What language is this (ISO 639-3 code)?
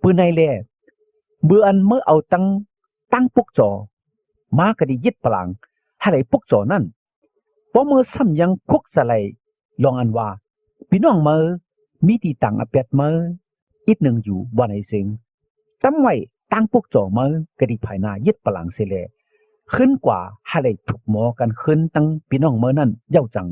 shn